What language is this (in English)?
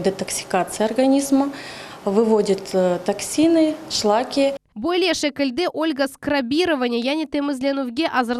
Crimean Tatar